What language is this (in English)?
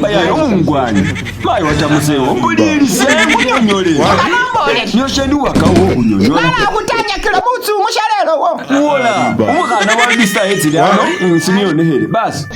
Masaaba